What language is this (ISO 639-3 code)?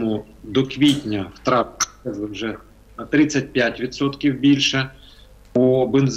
ukr